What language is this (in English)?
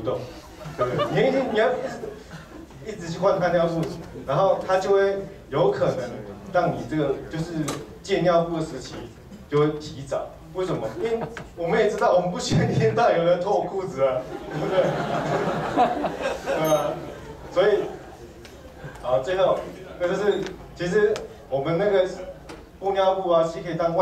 Chinese